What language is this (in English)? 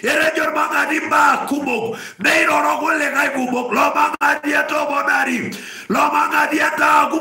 Masai